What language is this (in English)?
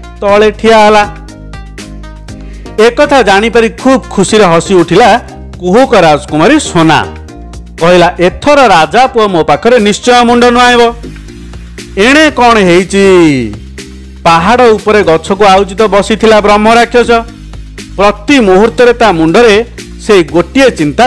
Odia